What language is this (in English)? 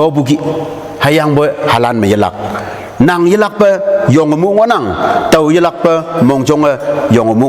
Konyak Naga